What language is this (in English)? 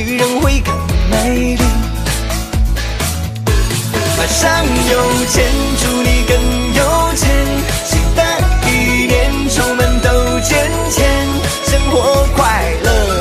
Chinese